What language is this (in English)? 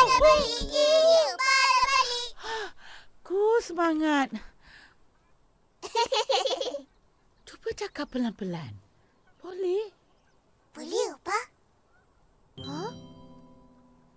Malay